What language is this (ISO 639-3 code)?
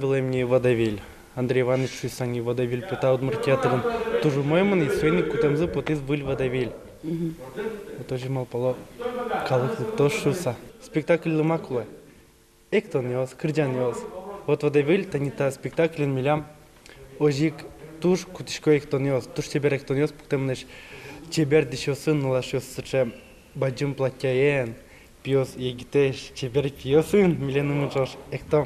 udm